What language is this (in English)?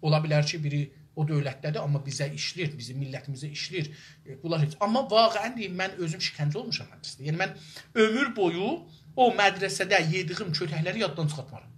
South Azerbaijani